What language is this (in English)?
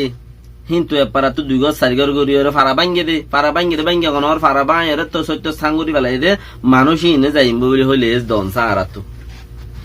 Rohingya